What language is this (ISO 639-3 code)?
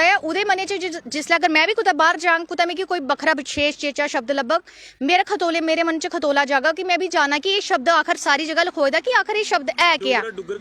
doi